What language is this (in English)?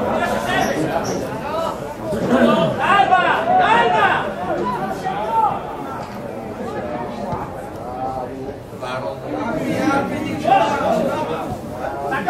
Italian